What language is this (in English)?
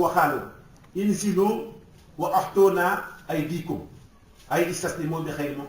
Wolof